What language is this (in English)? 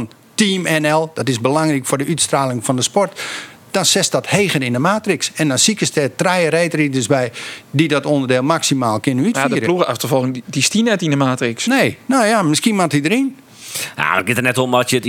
Western Frisian